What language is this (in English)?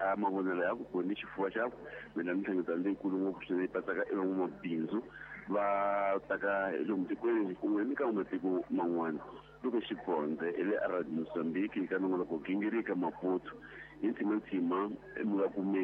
Tsonga